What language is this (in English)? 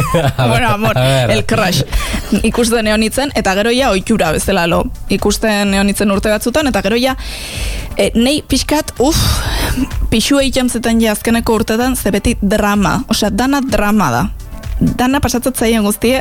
Basque